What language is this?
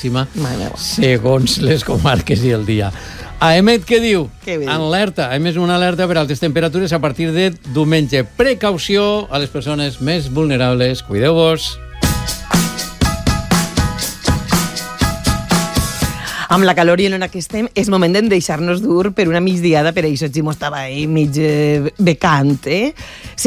Catalan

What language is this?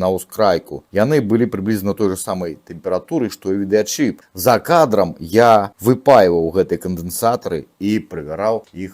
Belarusian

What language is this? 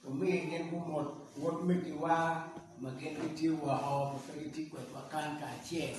Acoli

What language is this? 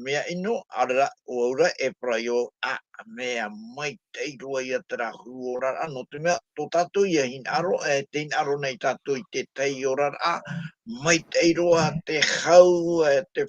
Tahitian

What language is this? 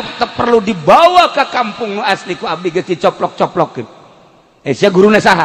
Sundanese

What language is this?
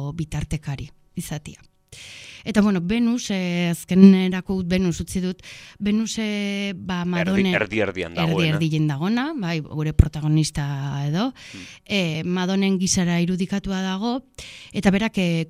Basque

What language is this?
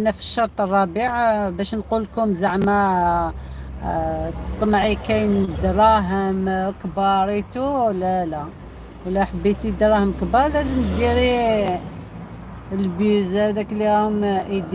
Algerian Arabic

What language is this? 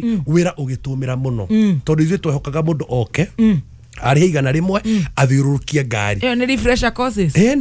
Kikuyu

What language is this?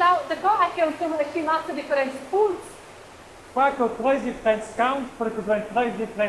Romansh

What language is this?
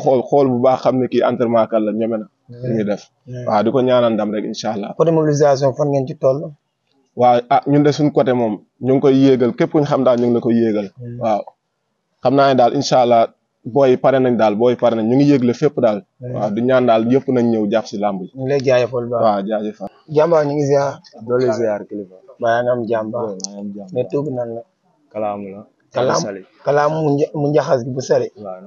Wolof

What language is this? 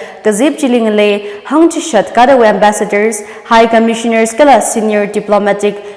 Tangkhul Naga (India)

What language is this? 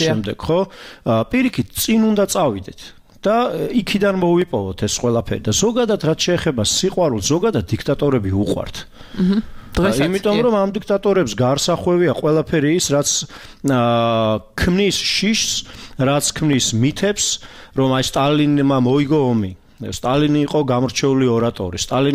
Georgian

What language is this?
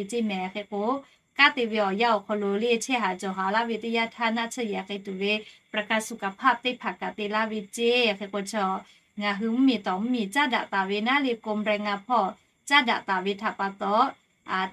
Lahu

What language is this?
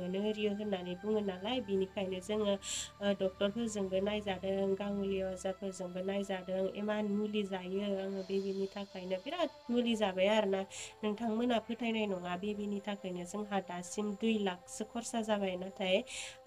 Bodo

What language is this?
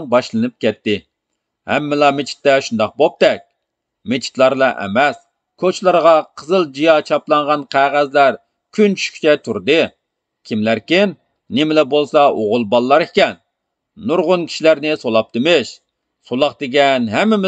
Uyghur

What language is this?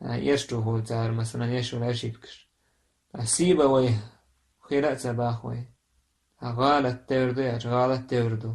Chechen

